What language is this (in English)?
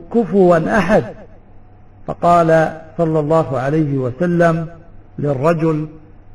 Arabic